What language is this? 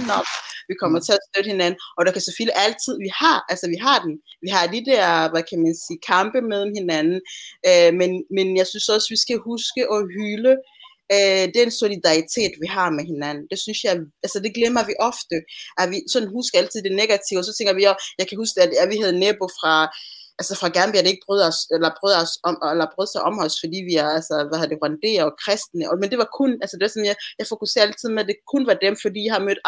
Danish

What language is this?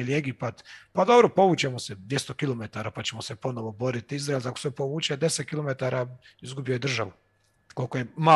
Croatian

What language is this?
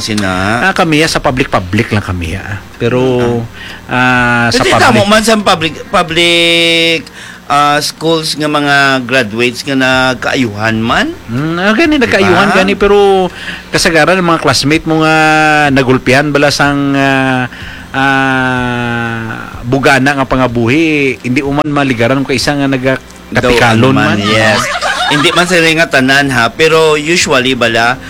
Hiligaynon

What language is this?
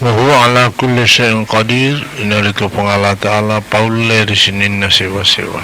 Buginese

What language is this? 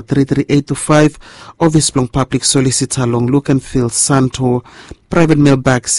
Bislama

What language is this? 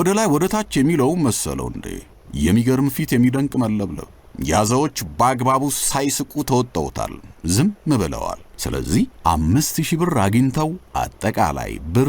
Amharic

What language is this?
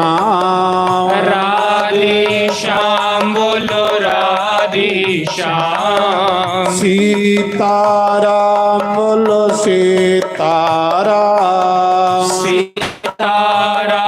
Dogri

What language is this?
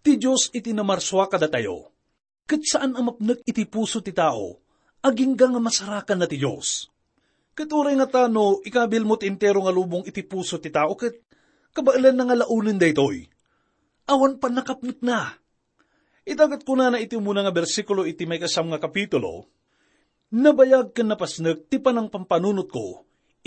Iloko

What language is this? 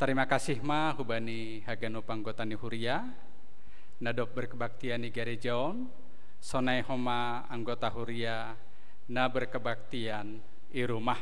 Batak Simalungun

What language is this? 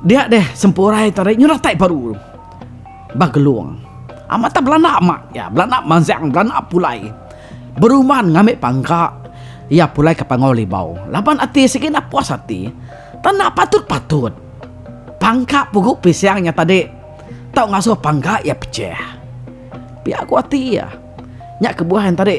Iban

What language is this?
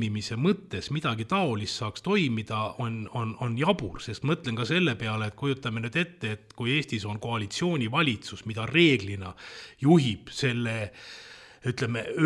Estonian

